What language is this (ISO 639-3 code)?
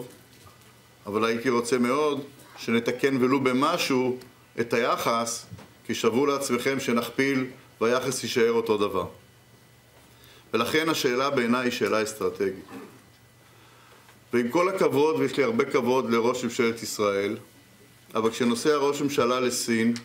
heb